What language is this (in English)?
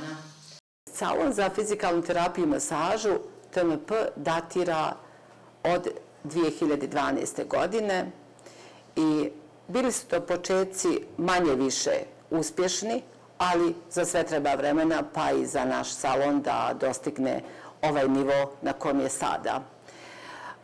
Bosnian